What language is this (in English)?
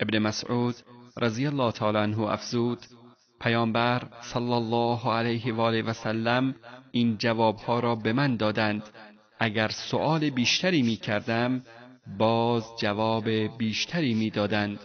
Persian